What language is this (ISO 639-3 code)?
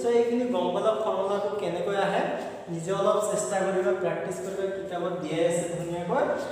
asm